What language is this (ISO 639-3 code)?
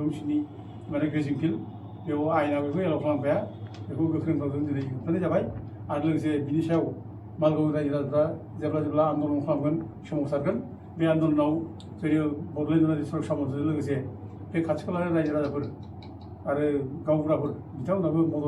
brx